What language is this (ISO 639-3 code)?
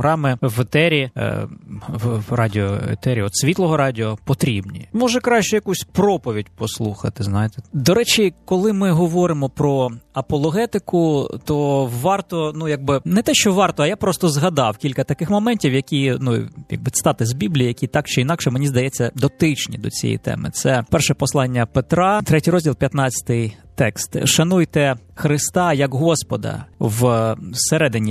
ukr